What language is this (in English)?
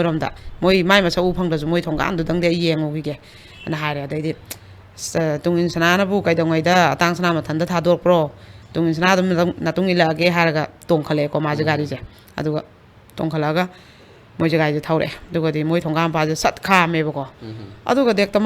Manipuri